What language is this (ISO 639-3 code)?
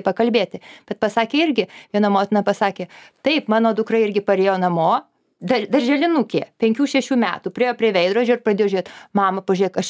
lit